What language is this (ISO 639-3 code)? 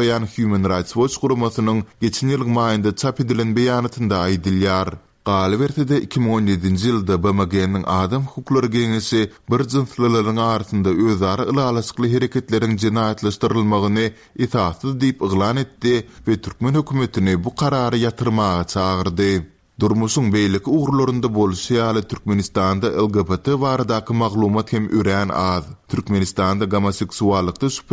tuk